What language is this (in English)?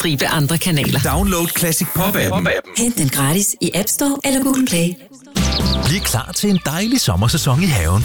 Danish